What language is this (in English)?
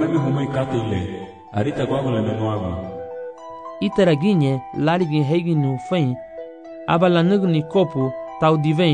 Garifuna